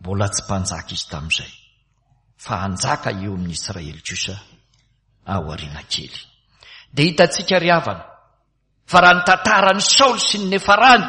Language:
Malagasy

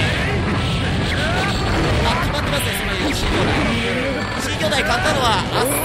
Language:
Japanese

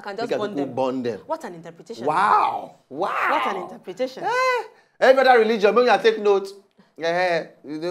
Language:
Nigerian Pidgin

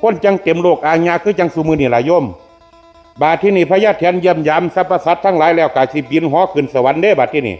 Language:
Northeastern Thai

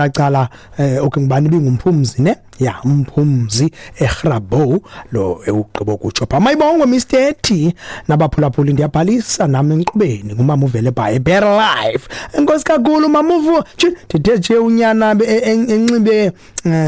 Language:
Xhosa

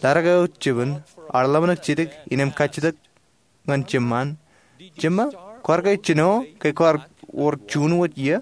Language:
Marshallese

